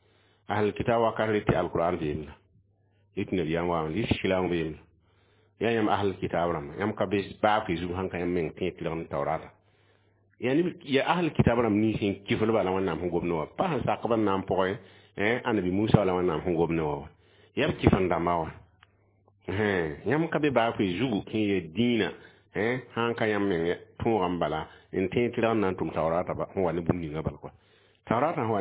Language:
Mossi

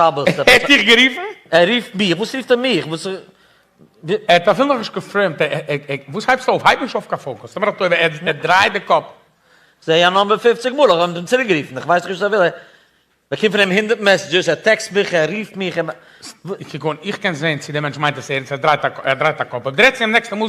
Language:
Yiddish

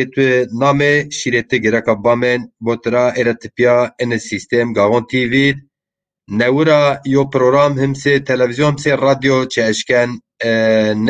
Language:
Zaza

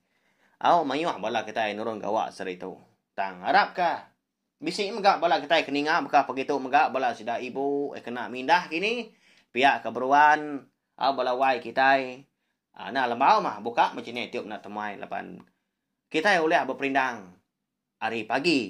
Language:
Iban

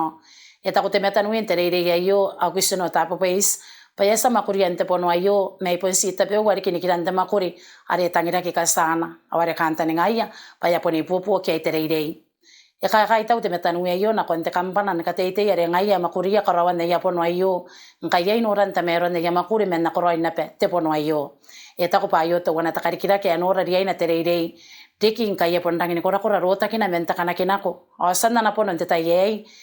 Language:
Gilbertese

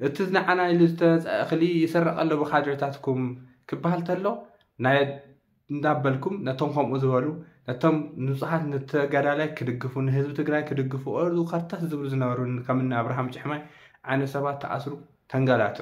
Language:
Tigrinya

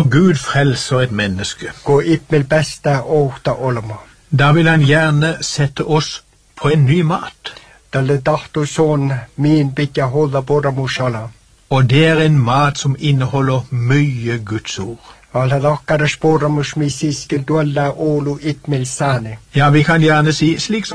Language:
Norwegian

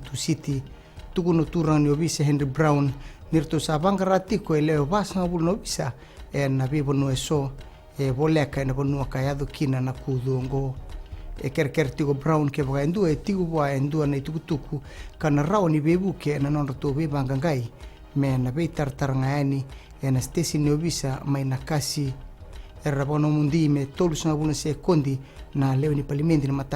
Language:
Fijian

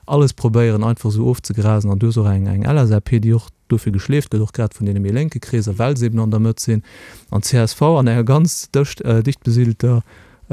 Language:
Luxembourgish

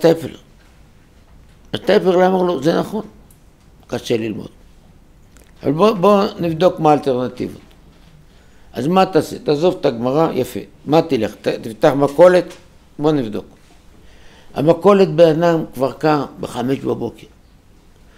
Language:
Hebrew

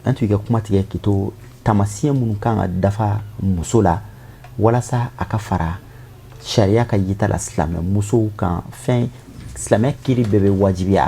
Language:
Bambara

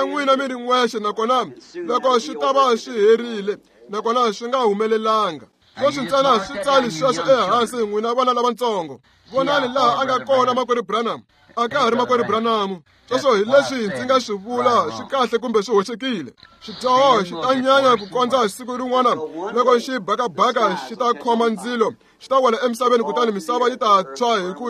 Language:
Tsonga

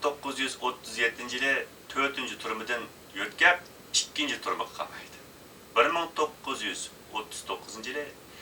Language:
Uyghur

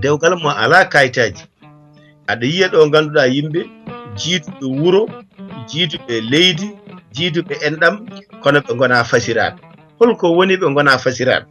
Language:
Fula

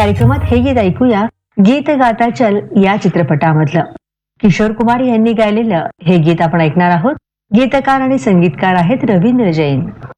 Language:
Marathi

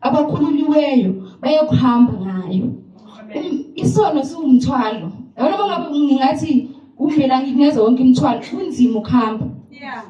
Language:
Zulu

